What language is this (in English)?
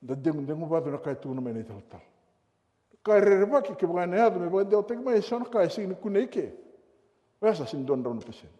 Fijian